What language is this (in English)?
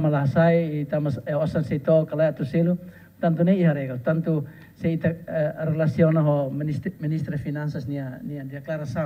Tetum